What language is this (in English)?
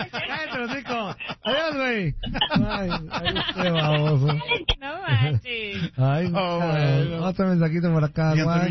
Spanish